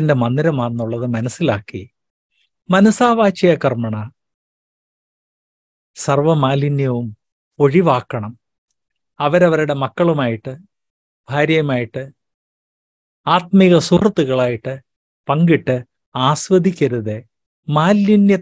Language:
Malayalam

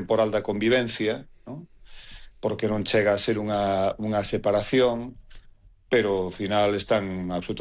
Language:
Galician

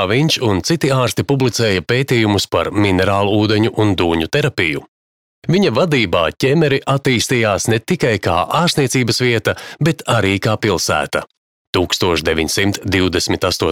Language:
Latvian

